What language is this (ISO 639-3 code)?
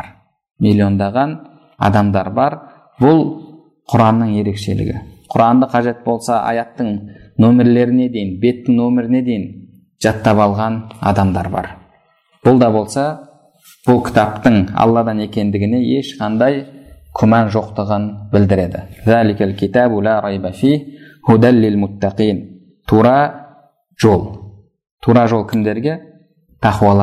kaz